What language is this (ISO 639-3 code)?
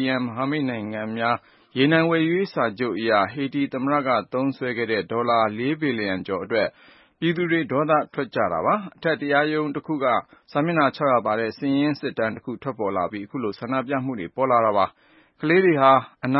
mya